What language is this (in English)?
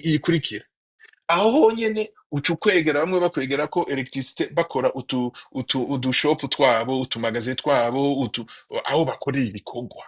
Rundi